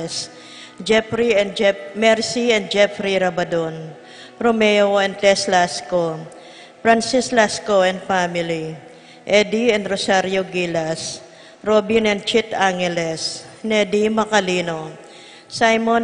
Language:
Pampanga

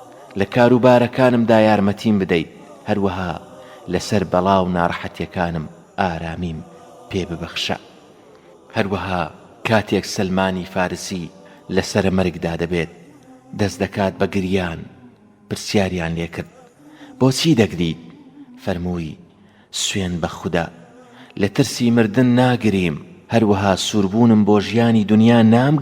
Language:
Central Kurdish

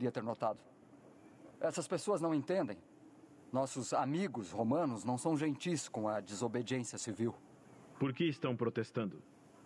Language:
Portuguese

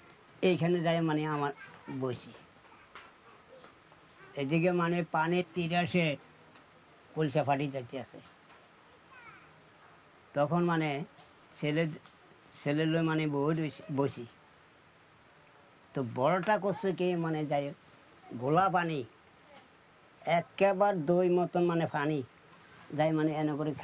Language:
Bangla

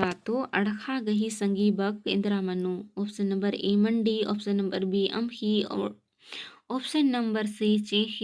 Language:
Kurukh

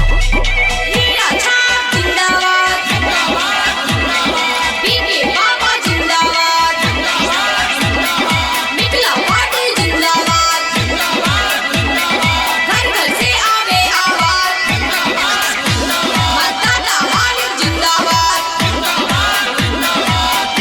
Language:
Maithili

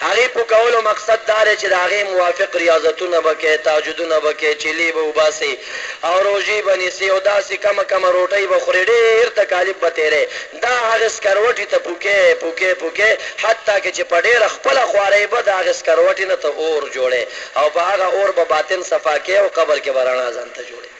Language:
Pashto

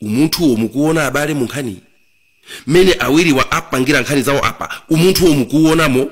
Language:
Nyanja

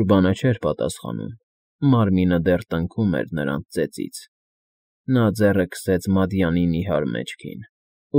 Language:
Armenian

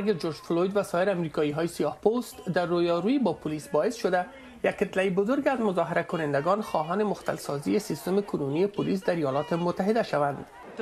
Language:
Persian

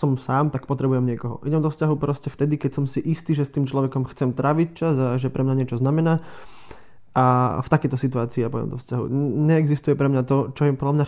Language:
Slovak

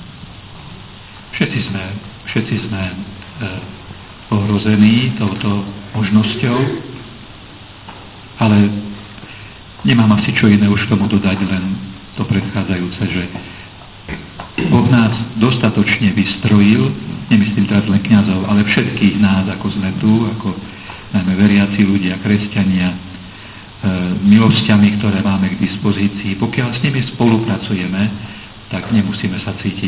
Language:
Slovak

